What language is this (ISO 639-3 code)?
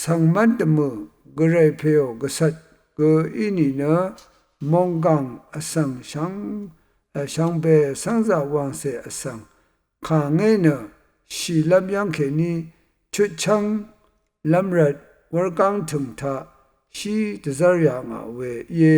raw